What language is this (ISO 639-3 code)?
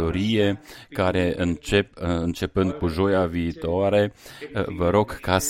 ron